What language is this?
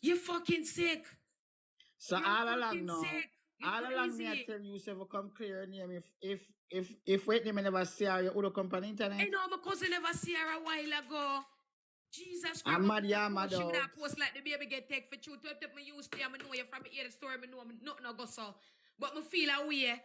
Jamaican Creole English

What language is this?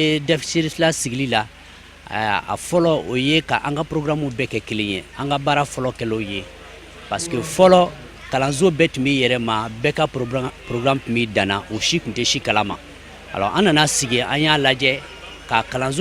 Bambara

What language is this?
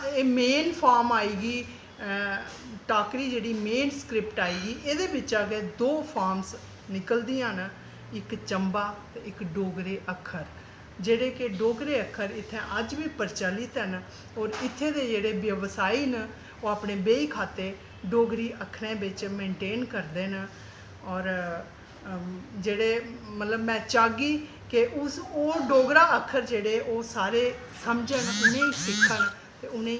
Dogri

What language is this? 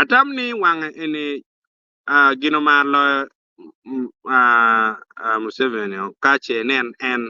Acoli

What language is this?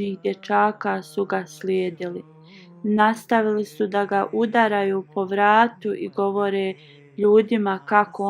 Bosnian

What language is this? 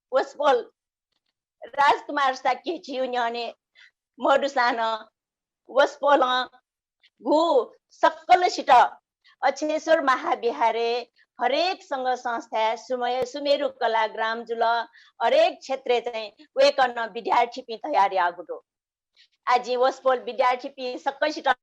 Newari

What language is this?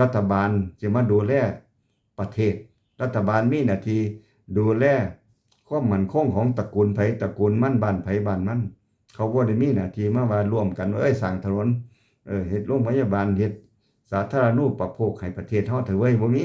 Lao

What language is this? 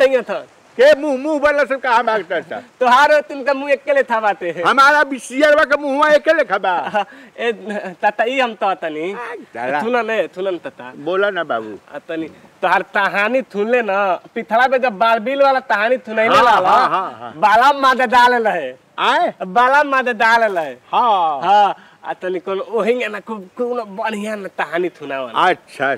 Bhojpuri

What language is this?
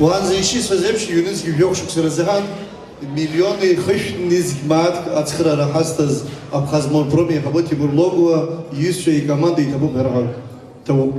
Abkhazian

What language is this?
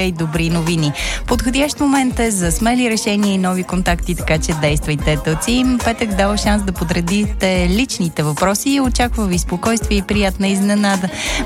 Bulgarian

